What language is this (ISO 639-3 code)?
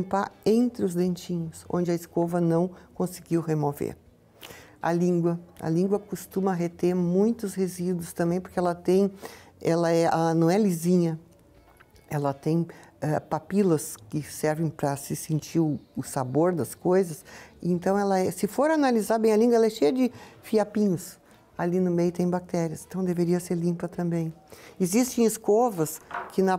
por